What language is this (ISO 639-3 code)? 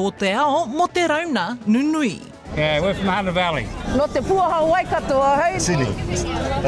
mri